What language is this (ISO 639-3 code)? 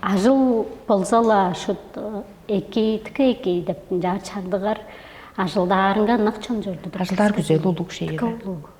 tyv